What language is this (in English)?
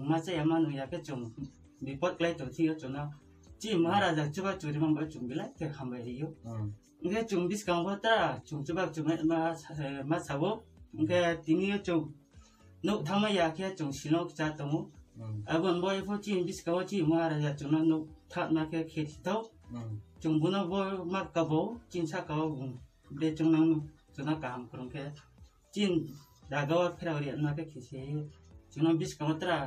Kok Borok